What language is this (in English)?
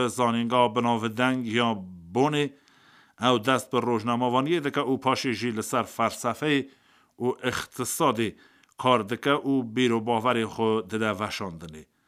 Kurdish